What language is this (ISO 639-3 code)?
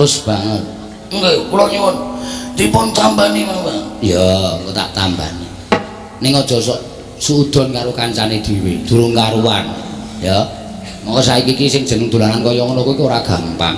jav